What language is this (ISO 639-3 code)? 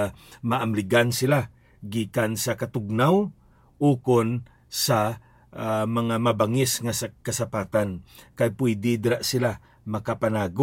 hil